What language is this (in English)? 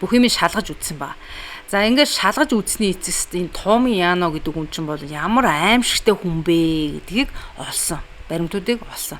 Mongolian